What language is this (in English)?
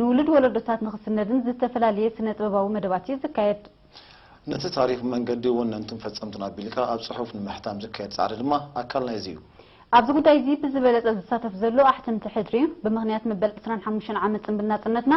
Tigrinya